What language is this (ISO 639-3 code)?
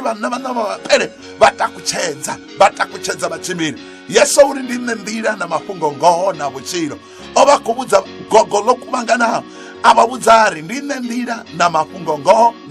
ven